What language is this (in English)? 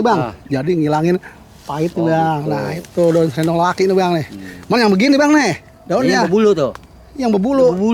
Betawi